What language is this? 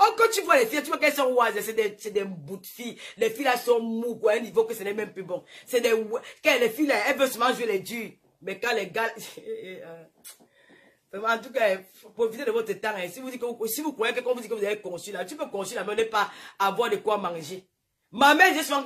French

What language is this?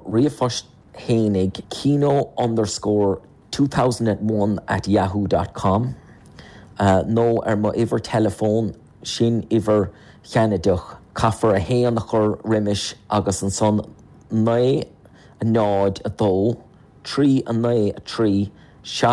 Irish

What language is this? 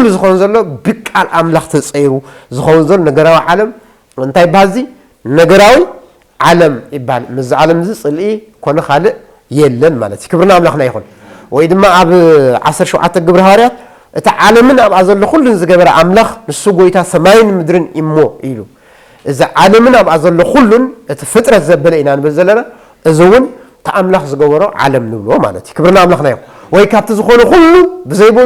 Tigrinya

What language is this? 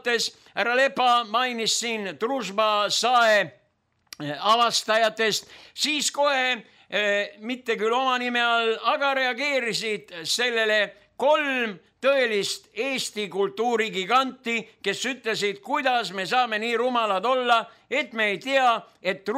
Estonian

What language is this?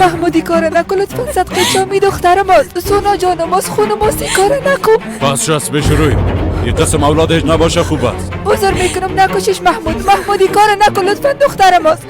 Persian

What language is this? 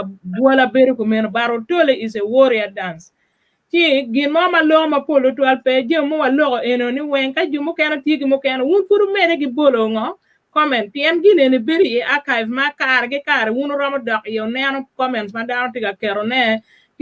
Acoli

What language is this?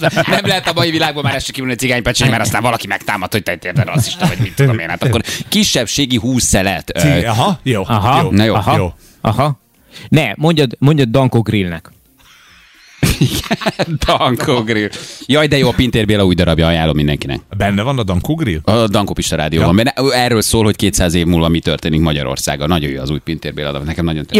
Hungarian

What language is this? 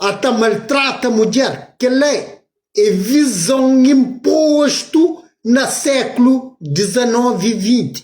Kabuverdianu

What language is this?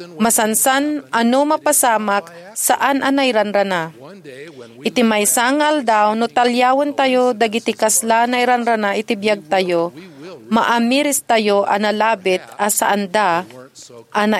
Iloko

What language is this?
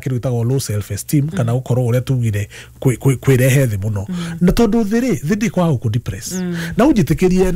Kikuyu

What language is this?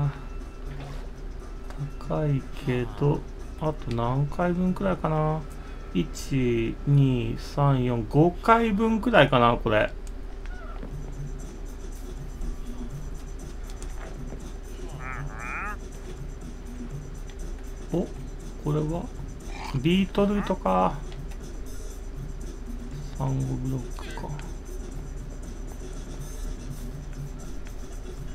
Japanese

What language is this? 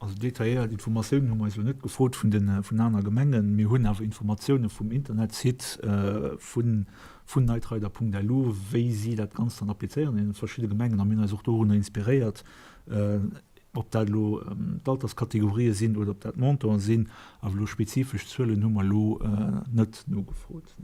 Luxembourgish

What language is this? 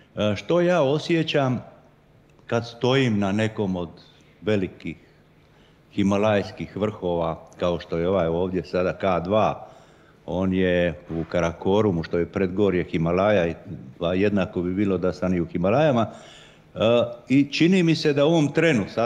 Croatian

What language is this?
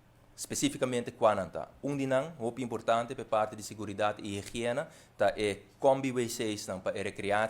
Papiamento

